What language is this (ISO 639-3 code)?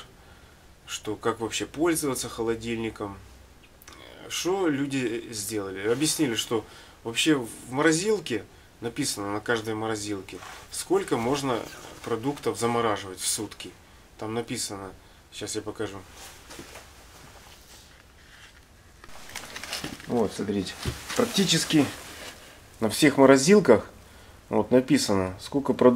rus